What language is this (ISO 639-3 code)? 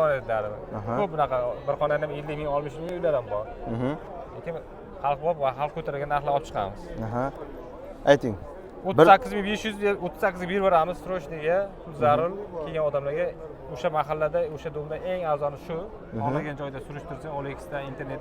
uzb